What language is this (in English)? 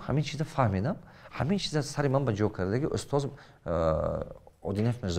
Tajik